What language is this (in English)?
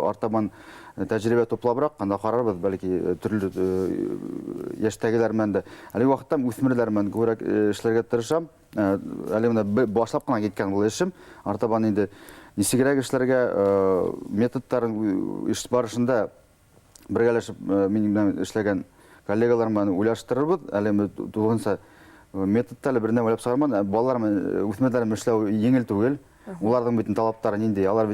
Bashkir